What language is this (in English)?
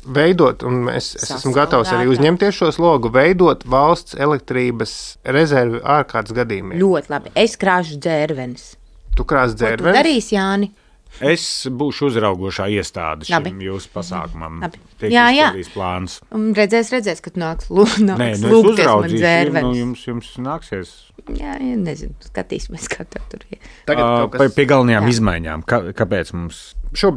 Latvian